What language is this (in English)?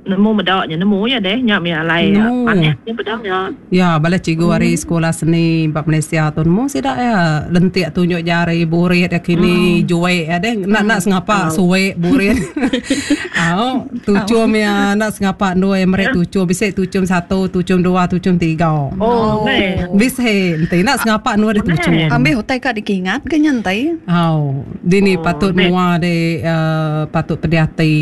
Iban